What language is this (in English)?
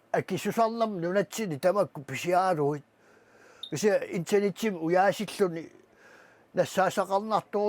Kalaallisut